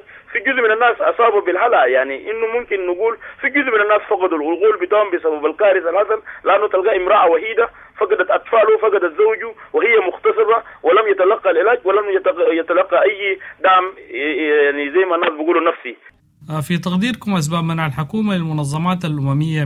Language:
Sudanese Arabic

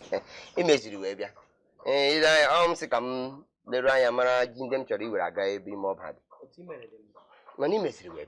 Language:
Igbo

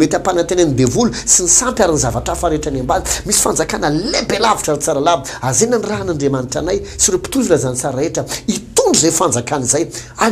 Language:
Malagasy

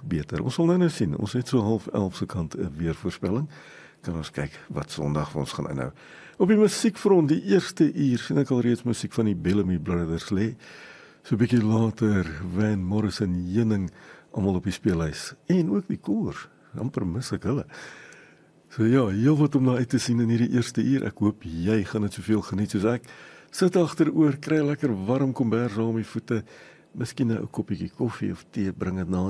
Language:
Afrikaans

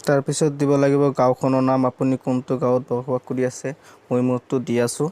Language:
Assamese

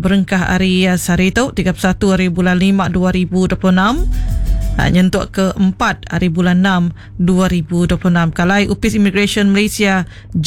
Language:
Iban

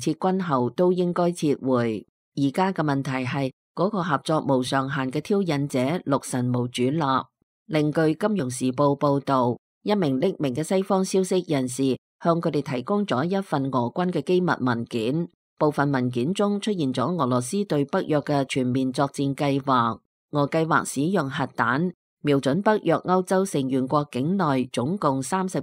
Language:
Cantonese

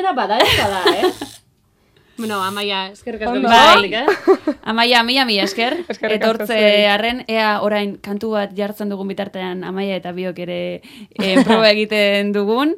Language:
Basque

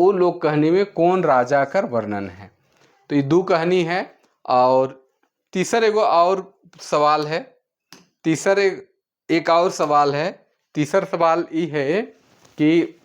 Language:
Sadri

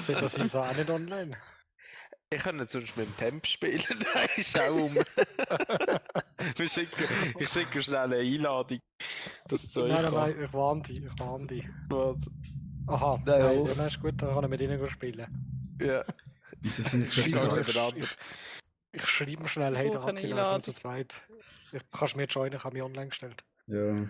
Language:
Swiss German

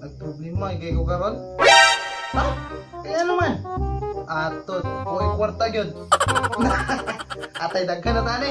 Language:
Cebuano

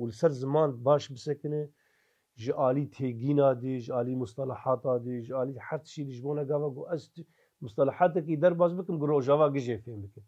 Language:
Kurdish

